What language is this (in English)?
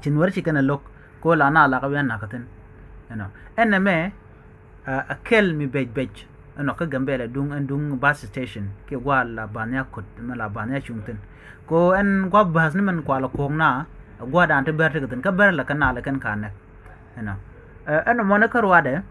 Nuer